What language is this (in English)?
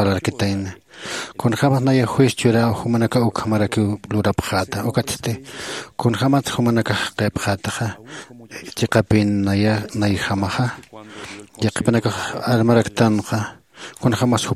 Aymara